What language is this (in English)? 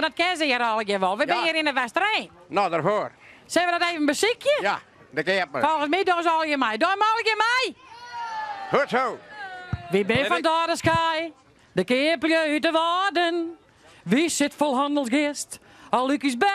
Western Frisian